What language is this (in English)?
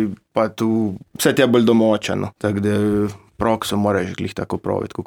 Slovenian